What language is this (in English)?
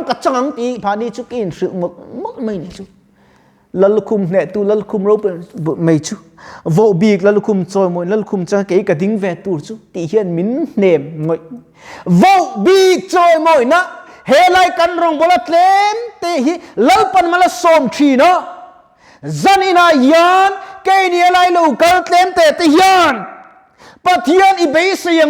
Mizo